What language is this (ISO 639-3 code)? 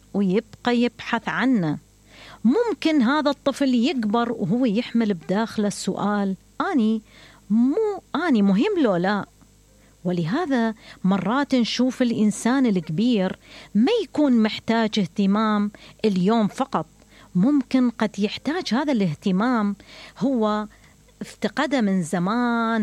acm